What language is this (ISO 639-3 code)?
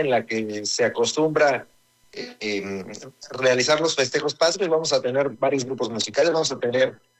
spa